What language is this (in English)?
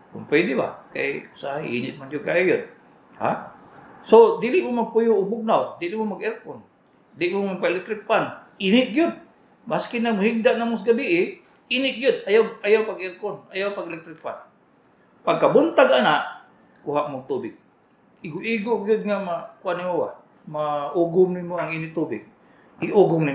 Cebuano